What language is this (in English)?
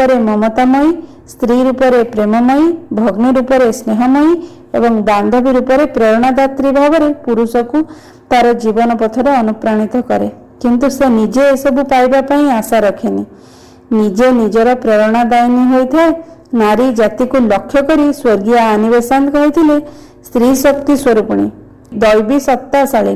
Odia